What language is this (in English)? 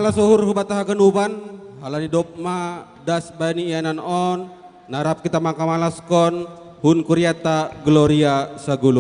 Batak Simalungun